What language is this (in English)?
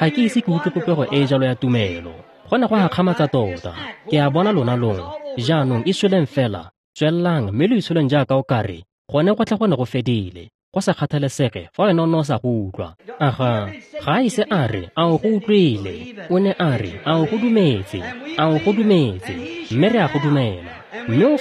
Tswana